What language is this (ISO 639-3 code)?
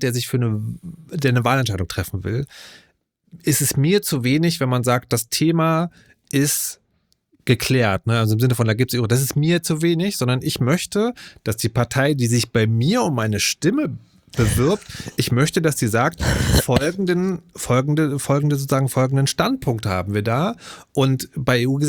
deu